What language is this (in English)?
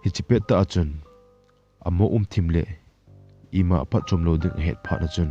Thado Chin